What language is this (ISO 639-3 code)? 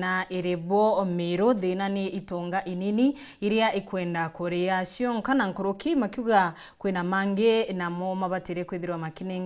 mer